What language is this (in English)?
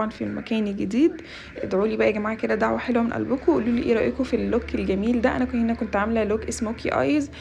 Egyptian Arabic